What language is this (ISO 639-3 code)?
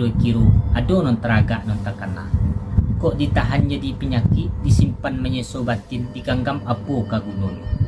min